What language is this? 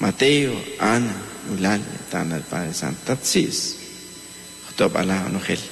Kaqchikel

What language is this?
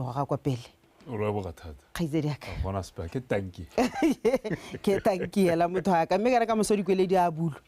Tswana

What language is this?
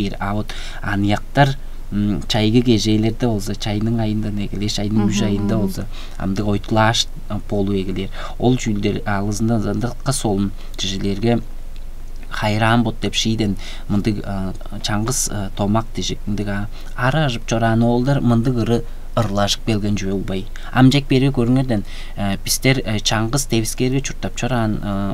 Tuvinian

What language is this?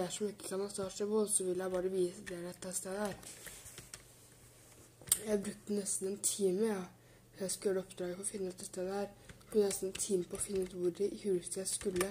Norwegian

